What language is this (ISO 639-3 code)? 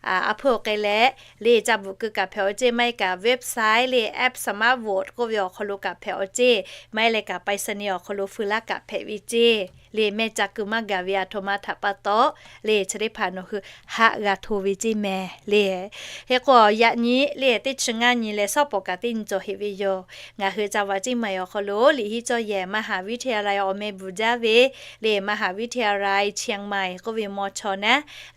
lhu